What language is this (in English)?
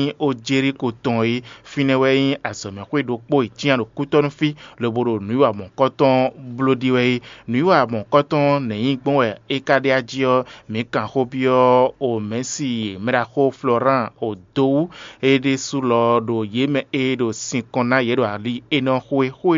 Fon